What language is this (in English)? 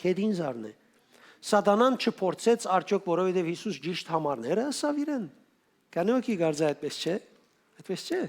Western Armenian